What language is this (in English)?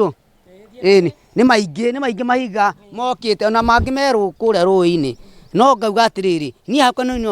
Kikuyu